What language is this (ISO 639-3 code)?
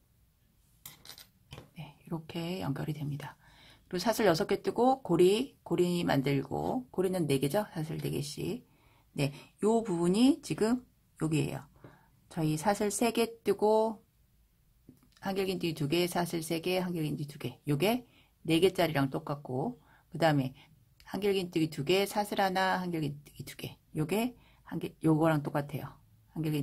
kor